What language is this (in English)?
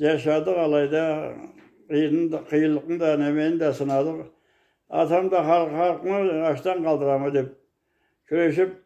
Karachay-Balkar